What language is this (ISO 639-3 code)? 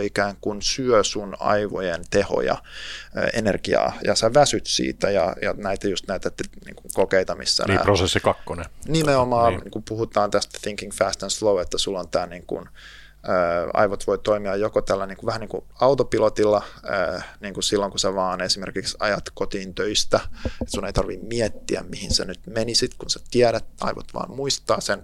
fin